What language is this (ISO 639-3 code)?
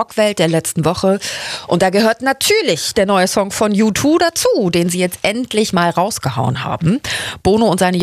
deu